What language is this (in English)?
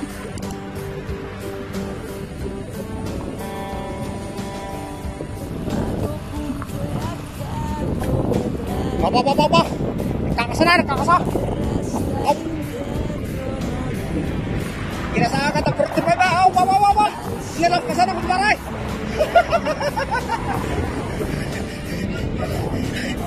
Filipino